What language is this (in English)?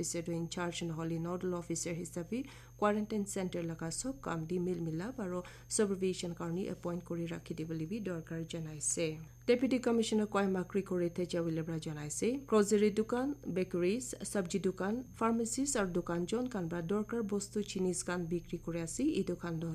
Naga Pidgin